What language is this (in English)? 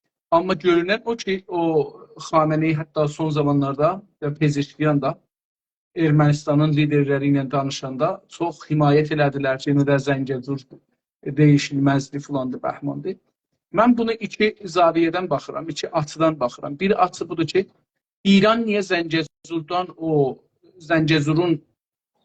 South Azerbaijani